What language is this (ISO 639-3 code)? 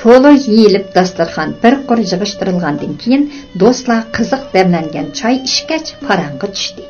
uig